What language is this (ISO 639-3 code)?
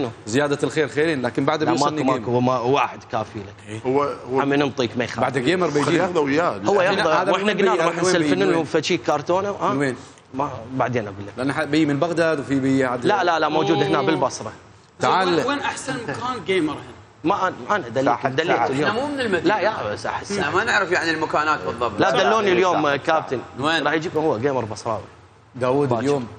acm